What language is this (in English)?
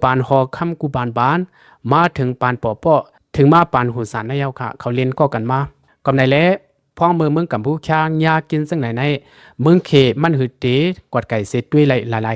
Lao